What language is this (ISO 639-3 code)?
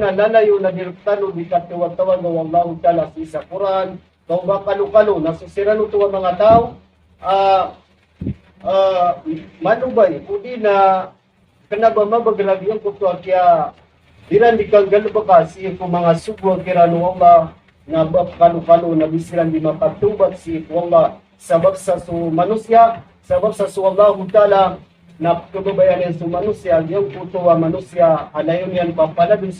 mrw